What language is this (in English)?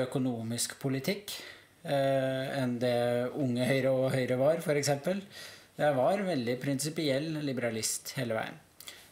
Norwegian